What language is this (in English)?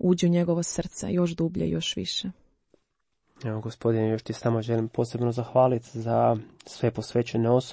Croatian